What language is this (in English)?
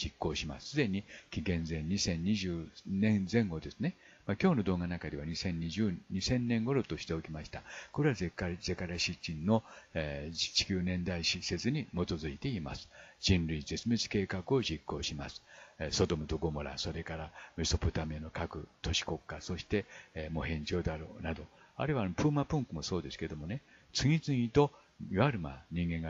Japanese